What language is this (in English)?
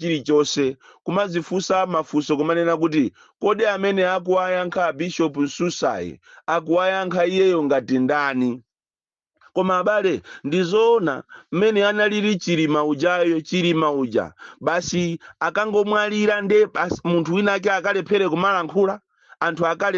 Nyanja